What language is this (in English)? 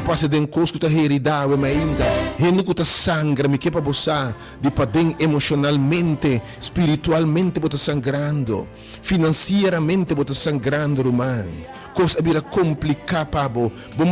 Papiamento